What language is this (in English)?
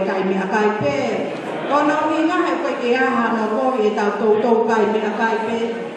Tongan